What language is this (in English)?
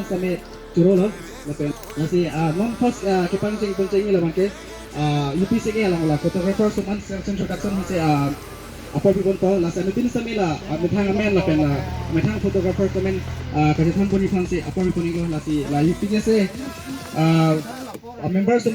Karbi